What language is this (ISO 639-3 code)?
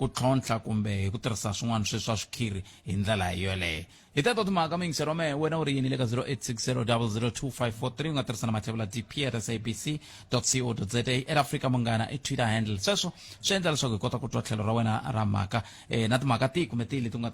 tso